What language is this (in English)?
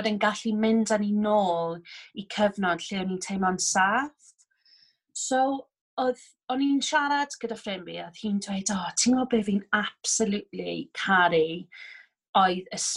Welsh